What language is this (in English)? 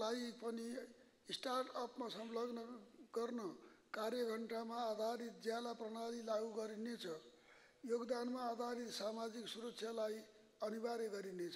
Nepali